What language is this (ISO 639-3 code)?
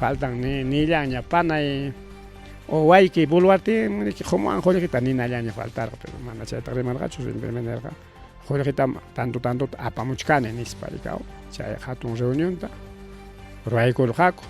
quy